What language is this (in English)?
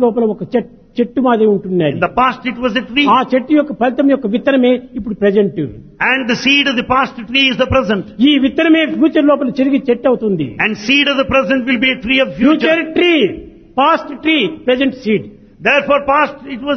Telugu